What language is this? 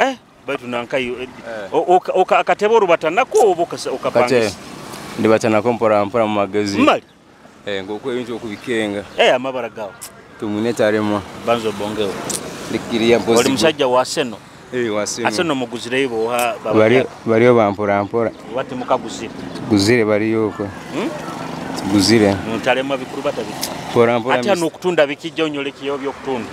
Nyoro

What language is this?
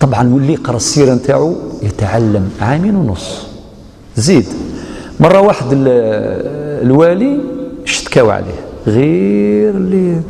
Algerian Arabic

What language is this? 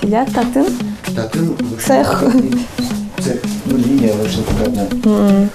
Udmurt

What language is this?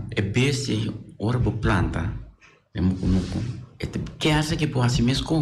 Papiamento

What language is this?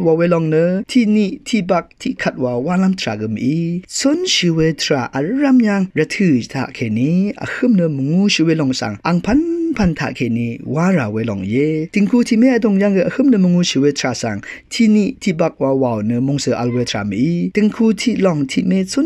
Rawang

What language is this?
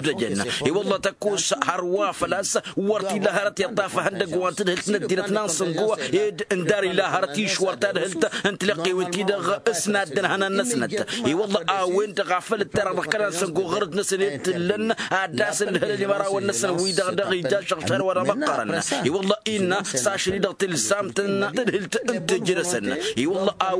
Tamasheq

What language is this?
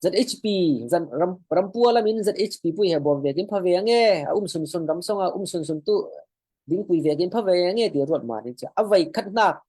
Falam Chin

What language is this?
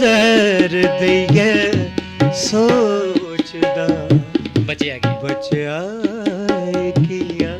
Dogri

